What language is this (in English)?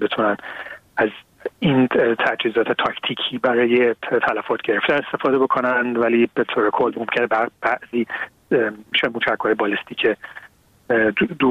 Persian